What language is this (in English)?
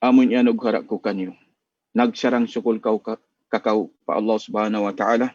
Tausug